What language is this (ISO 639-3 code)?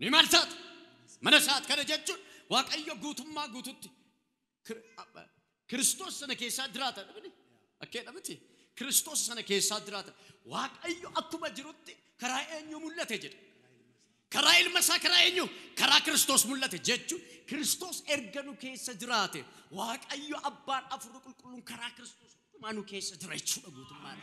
orm